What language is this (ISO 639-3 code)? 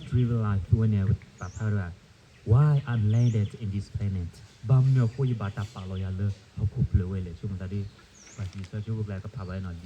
ksw